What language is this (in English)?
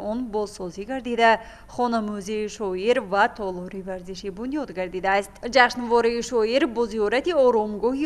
Tajik